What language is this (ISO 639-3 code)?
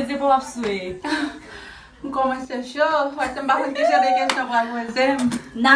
hat